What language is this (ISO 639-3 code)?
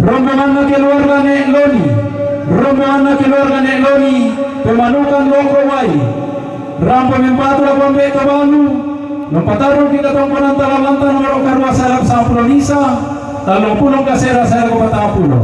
sda